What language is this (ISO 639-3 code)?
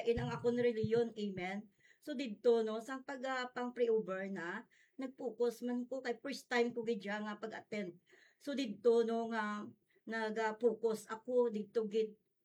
hil